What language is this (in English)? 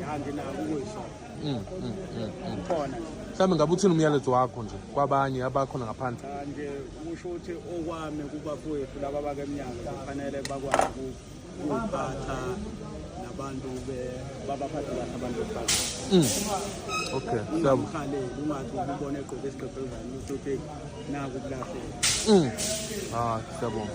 Zulu